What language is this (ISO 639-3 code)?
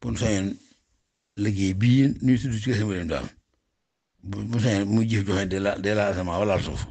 wol